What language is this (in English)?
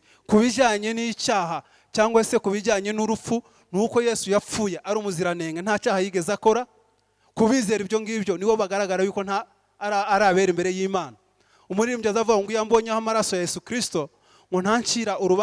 Kinyarwanda